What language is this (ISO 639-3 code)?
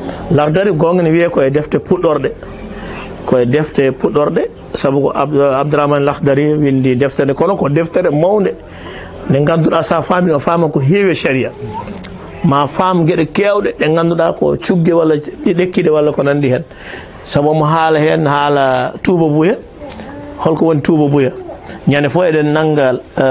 ful